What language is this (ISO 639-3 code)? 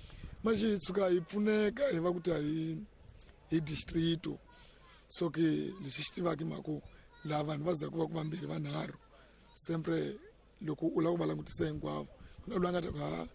tso